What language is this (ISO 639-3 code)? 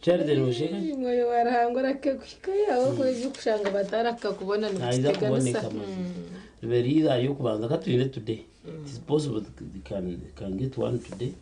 nyn